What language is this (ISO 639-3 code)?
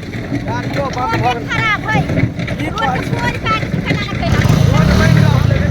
mai